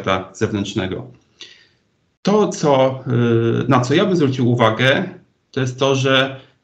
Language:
Polish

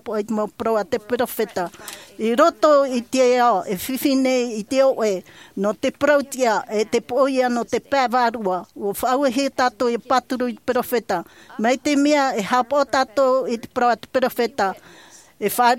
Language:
Tahitian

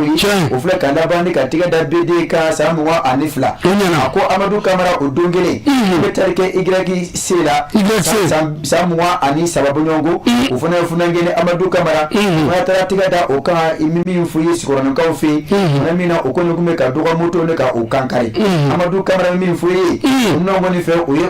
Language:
Bambara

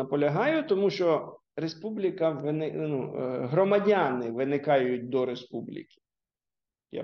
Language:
Ukrainian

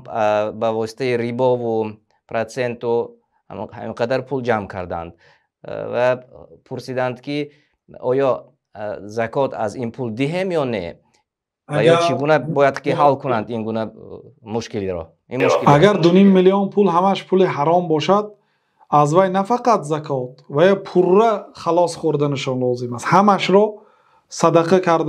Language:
Tajik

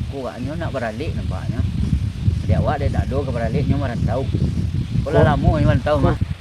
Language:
Minangkabau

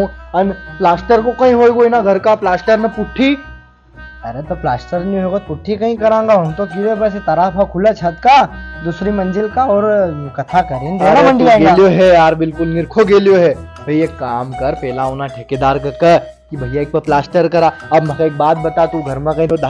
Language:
Rajasthani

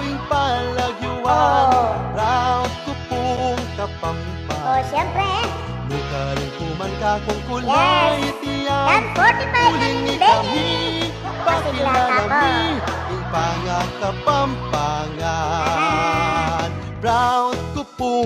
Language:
Pampanga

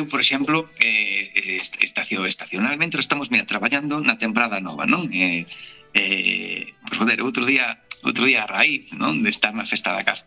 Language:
Galician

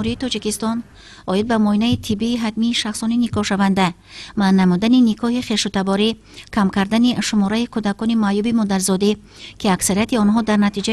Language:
Tajik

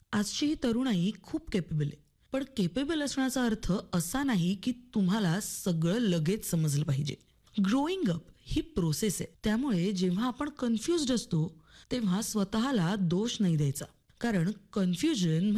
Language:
Marathi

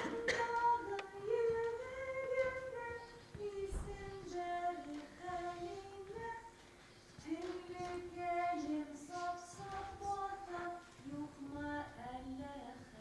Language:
Bashkir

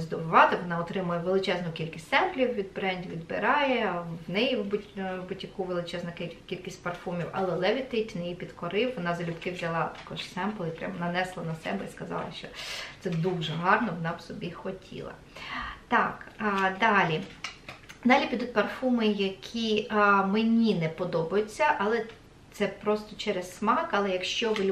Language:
Ukrainian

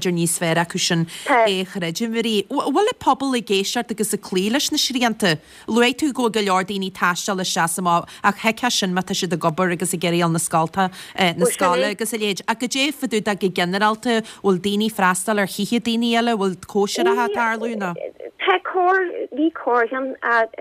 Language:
Irish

